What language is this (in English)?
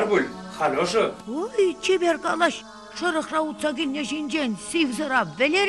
Chuvash